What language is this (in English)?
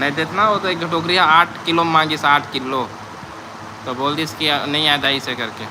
Chhattisgarhi